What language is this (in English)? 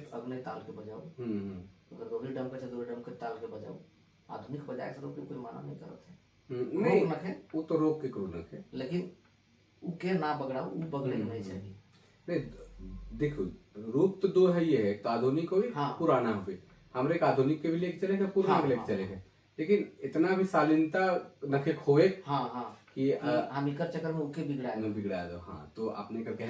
Sadri